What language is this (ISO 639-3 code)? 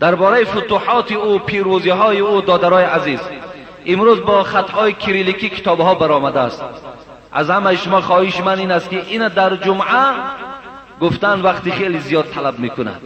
fas